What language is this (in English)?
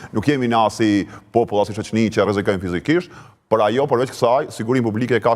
Albanian